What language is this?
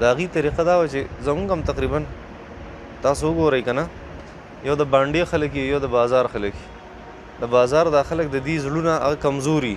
Pashto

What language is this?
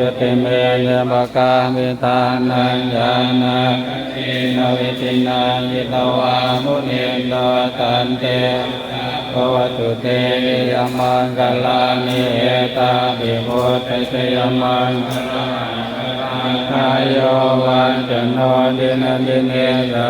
Pali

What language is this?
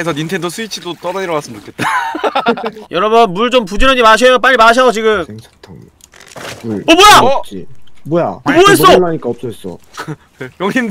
Korean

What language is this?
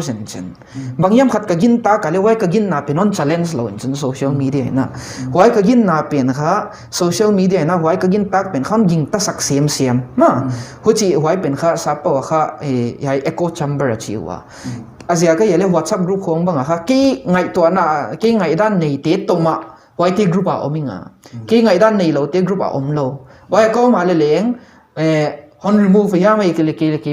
Paite Chin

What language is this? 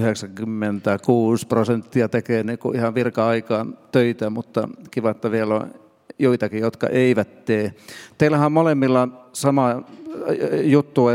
Finnish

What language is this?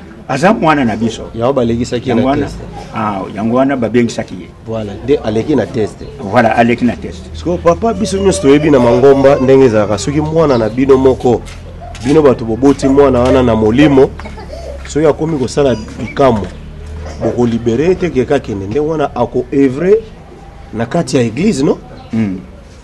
Lingala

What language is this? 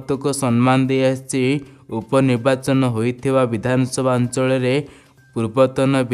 Odia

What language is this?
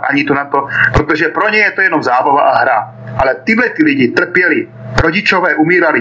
Czech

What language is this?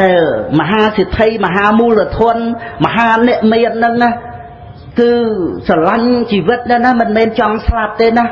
Khmer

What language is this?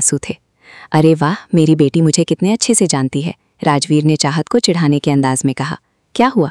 Hindi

